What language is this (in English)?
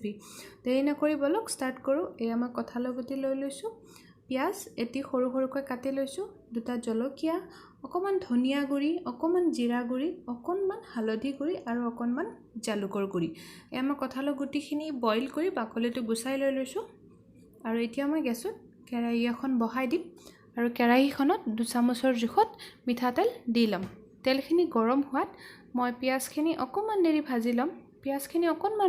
Assamese